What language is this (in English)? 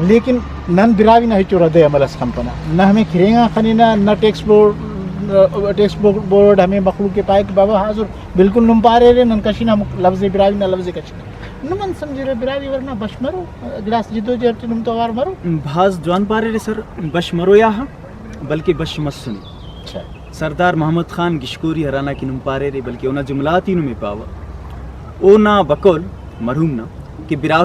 Brahui